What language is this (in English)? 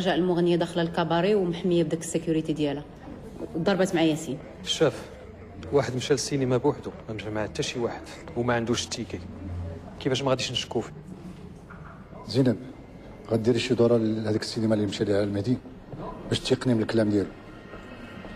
Moroccan Arabic